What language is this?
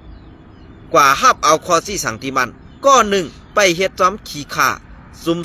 Shan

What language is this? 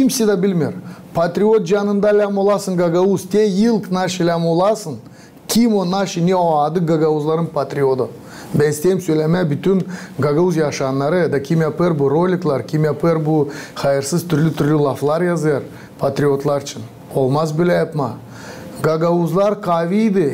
Gagauz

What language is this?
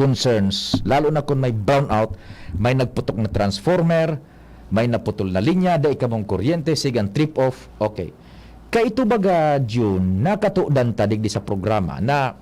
Bikol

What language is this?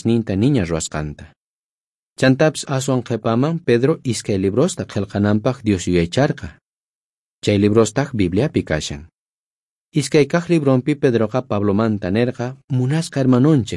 South Bolivian Quechua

